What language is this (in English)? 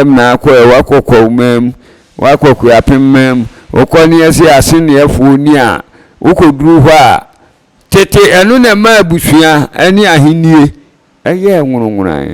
Akan